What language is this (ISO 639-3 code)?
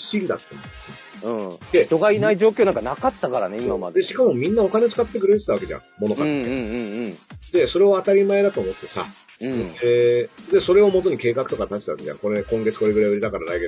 jpn